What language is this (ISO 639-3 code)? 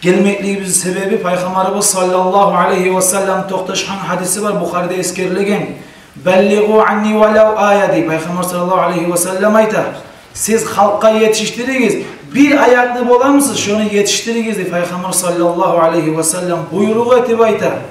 kum